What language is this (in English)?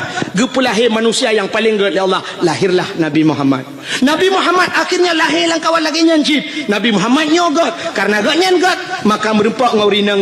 Achinese